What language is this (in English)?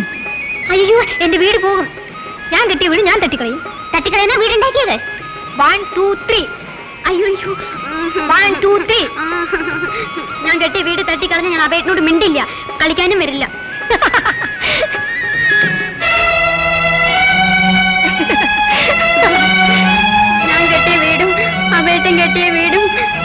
Malayalam